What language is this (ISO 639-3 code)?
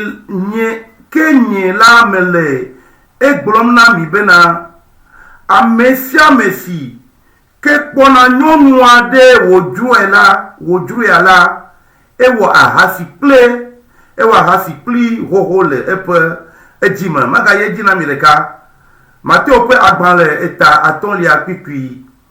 ewe